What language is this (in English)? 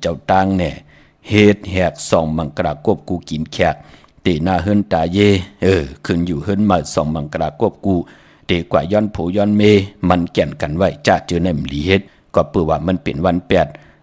Shan